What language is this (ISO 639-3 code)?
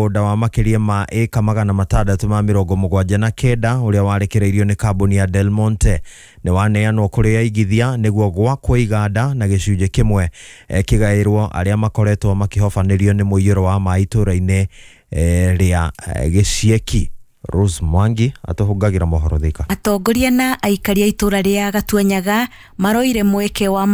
kik